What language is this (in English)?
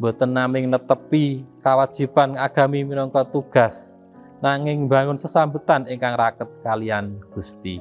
Javanese